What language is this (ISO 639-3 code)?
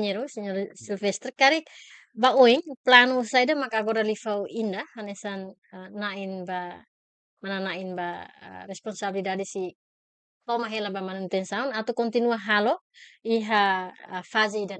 tet